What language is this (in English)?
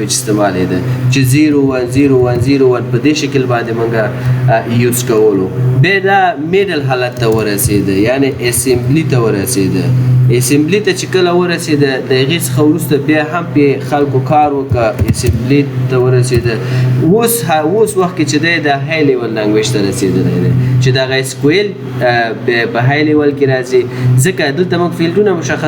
Pashto